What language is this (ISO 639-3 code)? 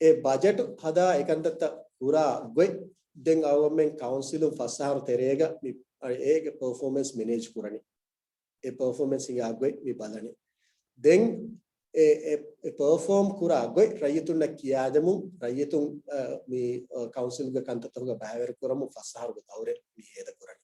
div